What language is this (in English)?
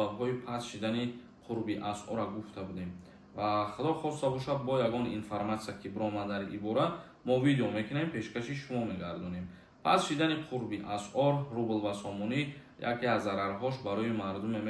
Tajik